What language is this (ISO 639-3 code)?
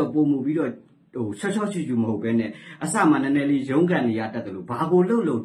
mya